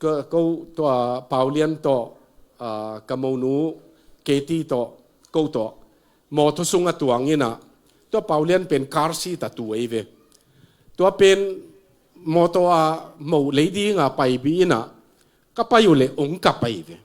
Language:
Tedim Chin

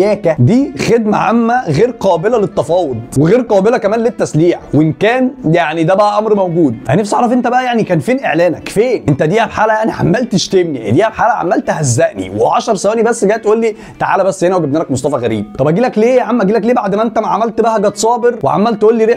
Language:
Egyptian Arabic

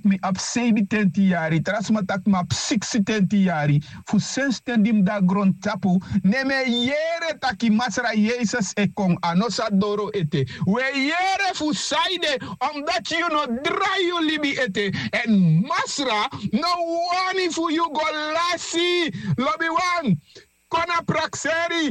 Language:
Sranan Tongo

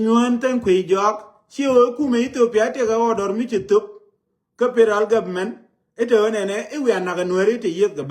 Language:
Nuer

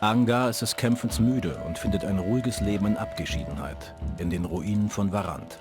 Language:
Bavarian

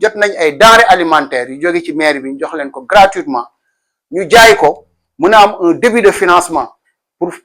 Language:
Wolof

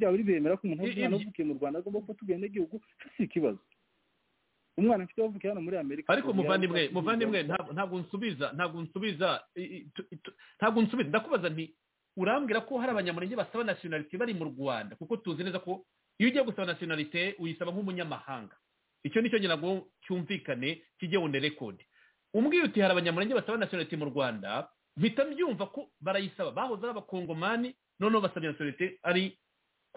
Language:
Kinyarwanda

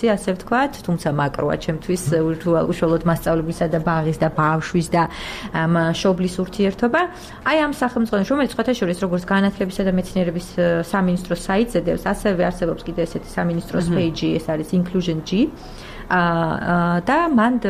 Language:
Georgian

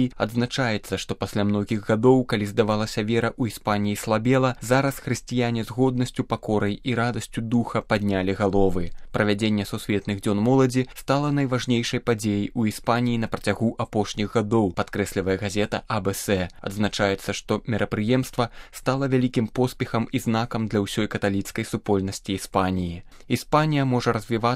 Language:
Belarusian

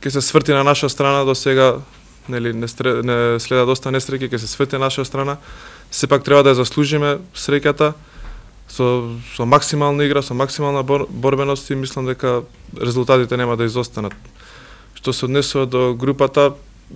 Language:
Macedonian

